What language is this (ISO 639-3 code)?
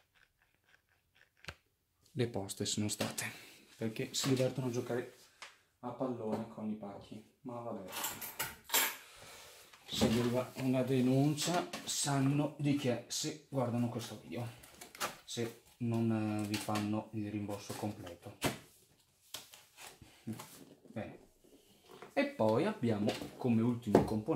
ita